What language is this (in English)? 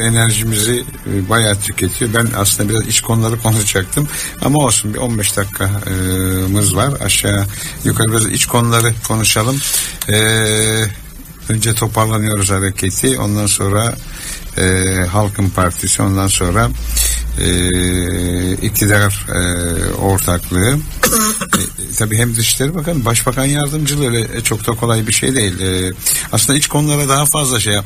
Turkish